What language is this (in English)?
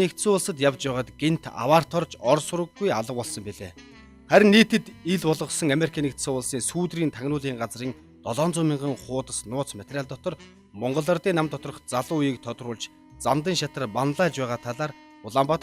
Mongolian